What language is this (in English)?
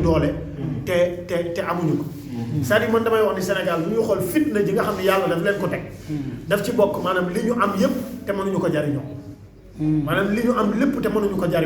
Wolof